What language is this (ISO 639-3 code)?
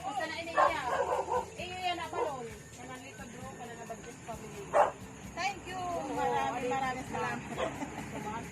war